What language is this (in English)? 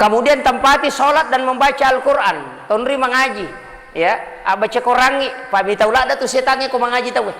Buginese